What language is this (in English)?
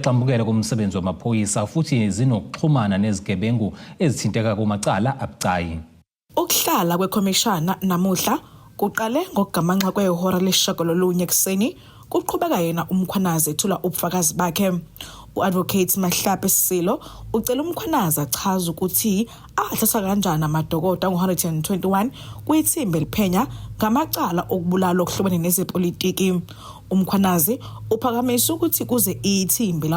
Zulu